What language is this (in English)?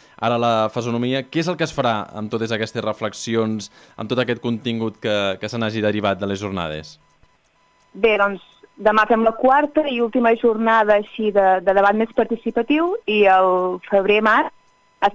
Catalan